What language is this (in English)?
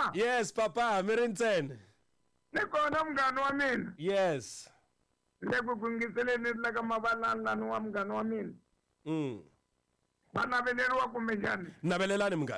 Tsonga